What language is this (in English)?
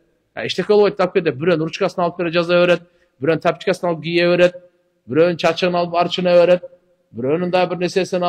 Kyrgyz